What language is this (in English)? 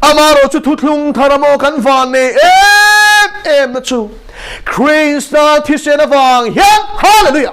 Mizo